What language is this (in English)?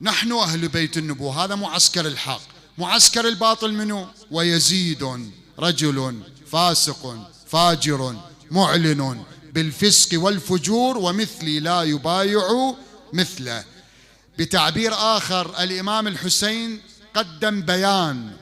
Mesopotamian Arabic